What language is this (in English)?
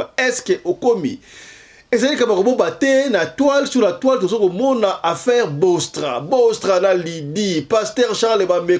Lingala